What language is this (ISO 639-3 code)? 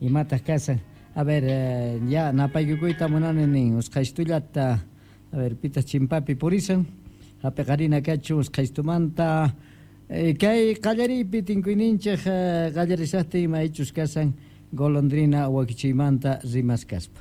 que